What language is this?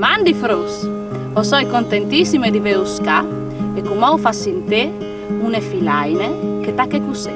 Friulian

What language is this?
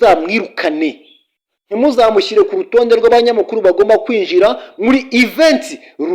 Kinyarwanda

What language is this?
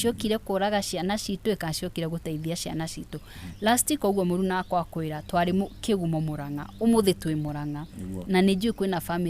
Kikuyu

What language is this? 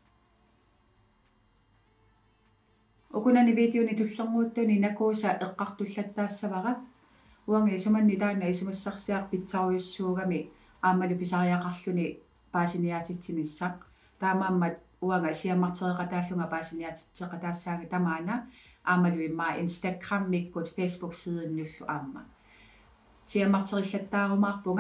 Kalaallisut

